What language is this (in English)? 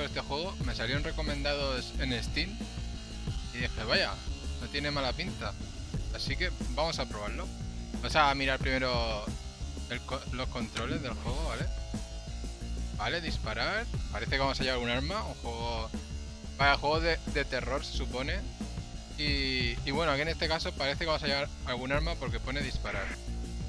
Spanish